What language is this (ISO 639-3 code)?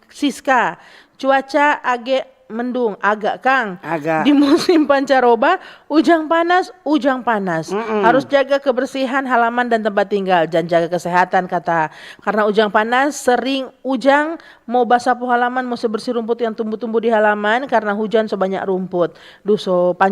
xmm